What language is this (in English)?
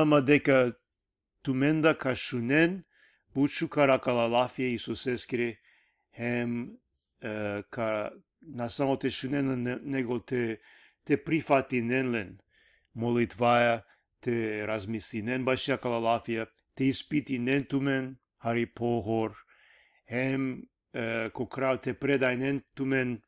Balkan Romani